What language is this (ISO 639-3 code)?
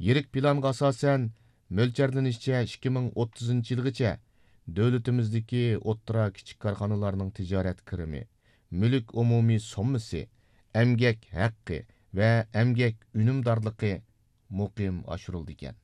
uig